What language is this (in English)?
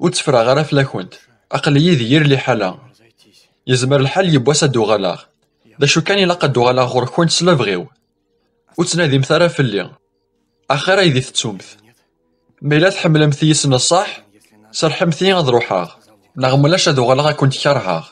Kabyle